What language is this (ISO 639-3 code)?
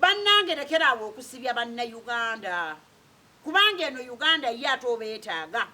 lug